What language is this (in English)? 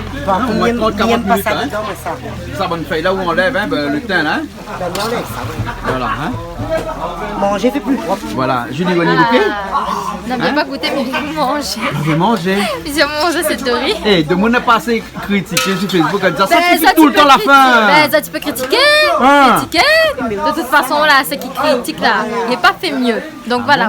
Réunion Creole French